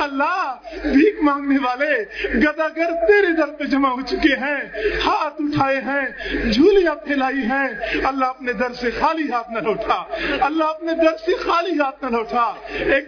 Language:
Urdu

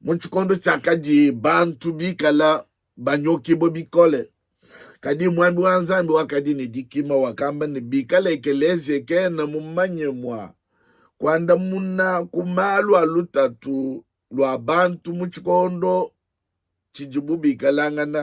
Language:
Luba-Lulua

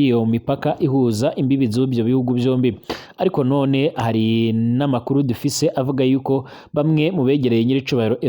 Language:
Rundi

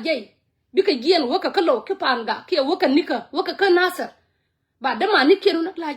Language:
Nuer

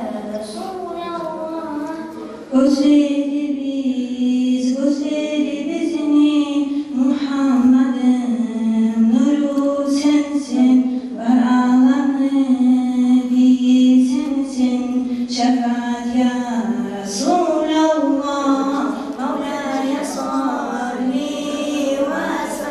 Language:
Kumyk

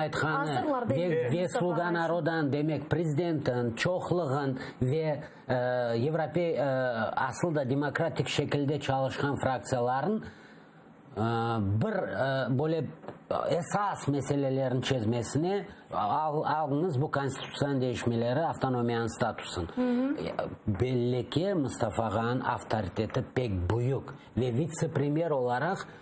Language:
Crimean Tatar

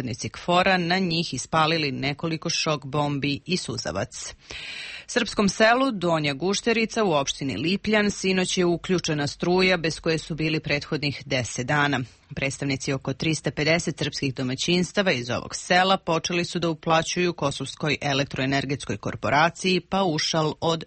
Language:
Serbian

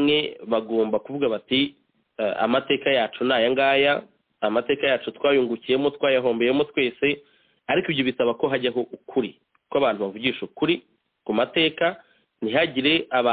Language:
Kinyarwanda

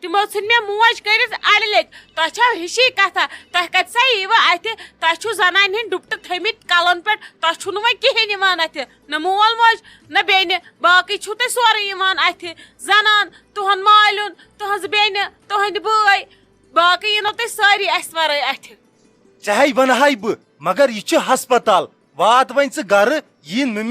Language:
Kashmiri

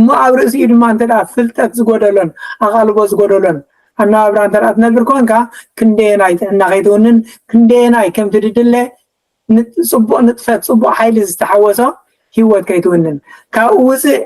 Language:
Tigrinya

